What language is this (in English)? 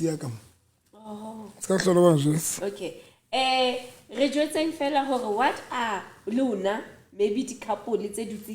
Southern Sotho